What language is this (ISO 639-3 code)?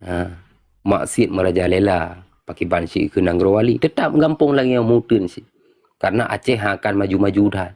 ace